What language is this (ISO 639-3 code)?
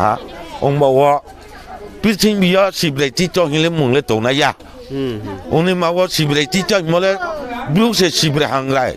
ria